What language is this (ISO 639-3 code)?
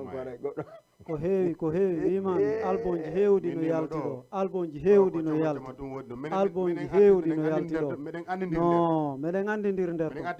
ful